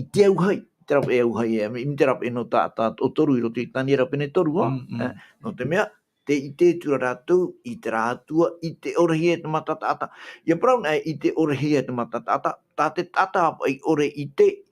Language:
Tahitian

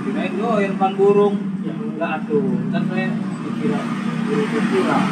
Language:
Betawi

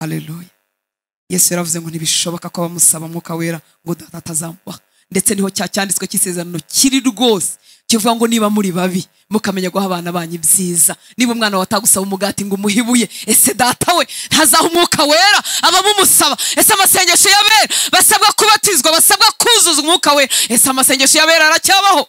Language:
Kinyarwanda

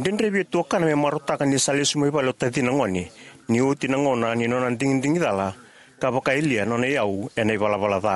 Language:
Fijian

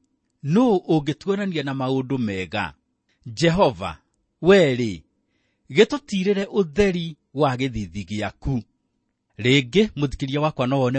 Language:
Kikuyu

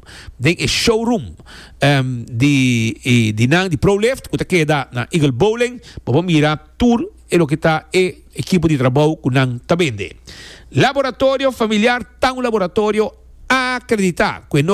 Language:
Papiamento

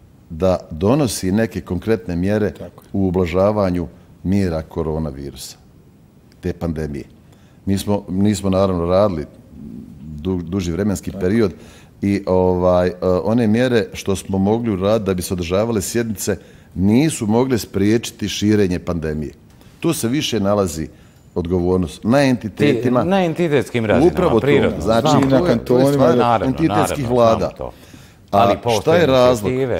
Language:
Bosnian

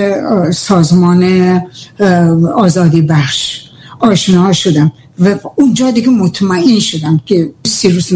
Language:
Persian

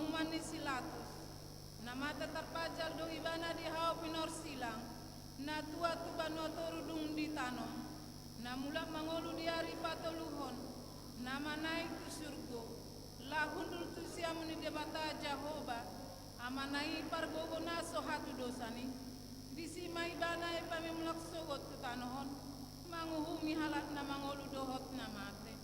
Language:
Batak Toba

